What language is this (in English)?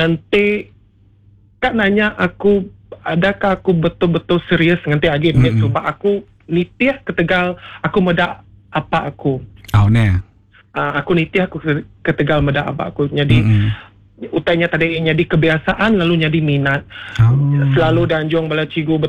Iban